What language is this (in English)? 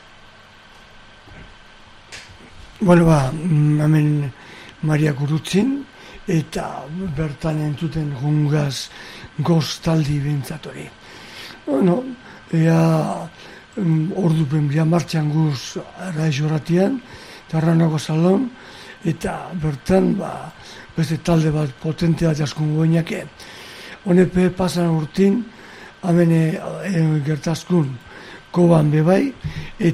Basque